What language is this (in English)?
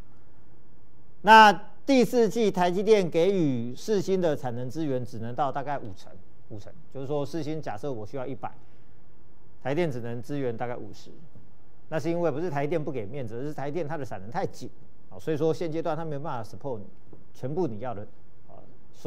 Chinese